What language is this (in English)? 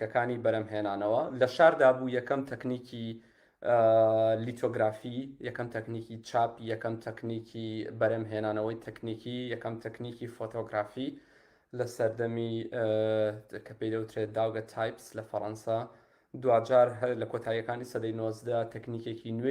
Central Kurdish